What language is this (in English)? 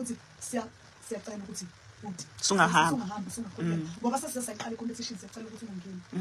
Zulu